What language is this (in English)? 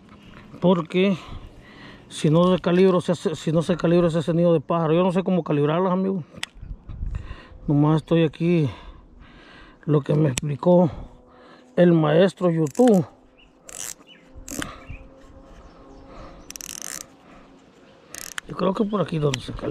Spanish